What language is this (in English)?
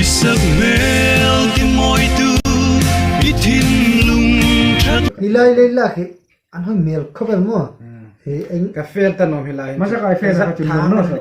Hmar